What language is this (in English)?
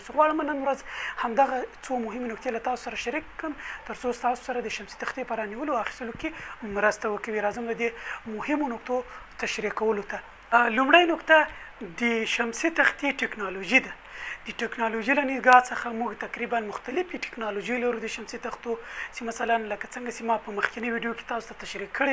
Pashto